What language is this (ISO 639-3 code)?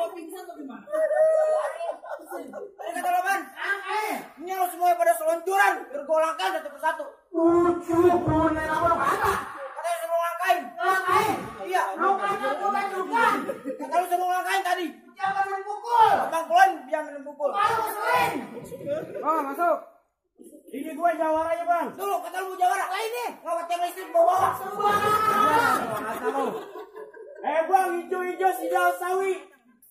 bew